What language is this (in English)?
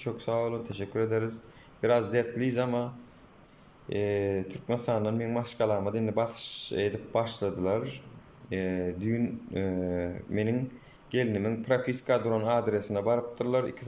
Turkmen